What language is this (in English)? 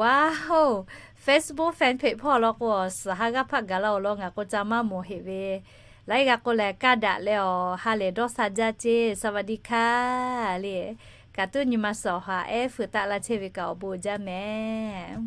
Lahu